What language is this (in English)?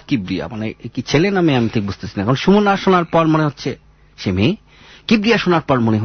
Bangla